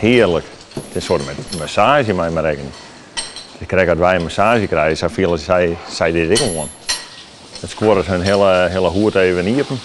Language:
Western Frisian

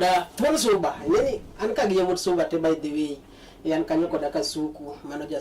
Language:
Luo (Kenya and Tanzania)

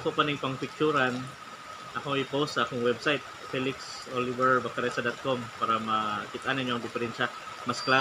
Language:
Cebuano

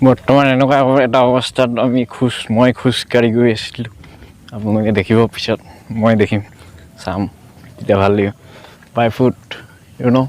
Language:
Assamese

